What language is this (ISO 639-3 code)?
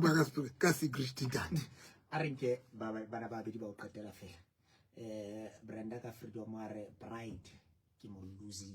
sot